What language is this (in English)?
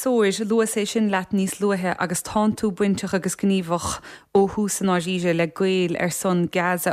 Irish